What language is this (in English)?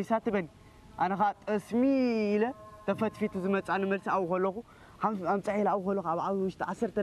Tigrinya